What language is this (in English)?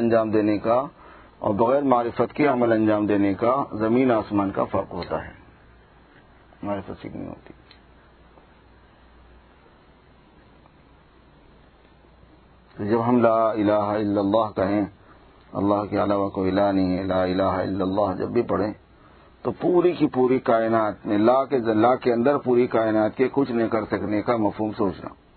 Urdu